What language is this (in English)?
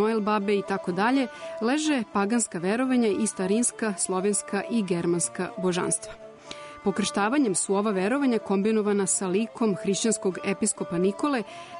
Serbian